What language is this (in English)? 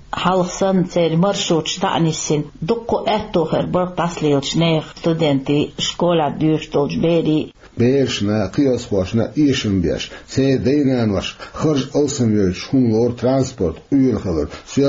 Chechen